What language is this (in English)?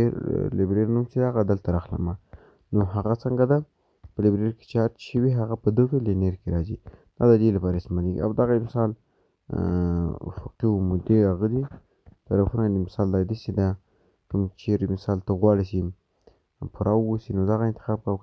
Pashto